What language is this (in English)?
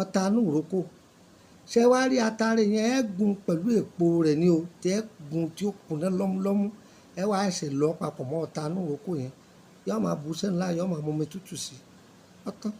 Yoruba